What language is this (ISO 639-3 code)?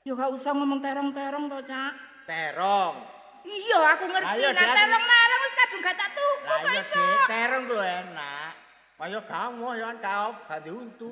jav